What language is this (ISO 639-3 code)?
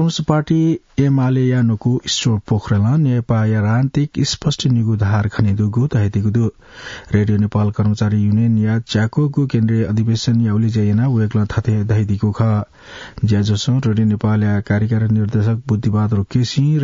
new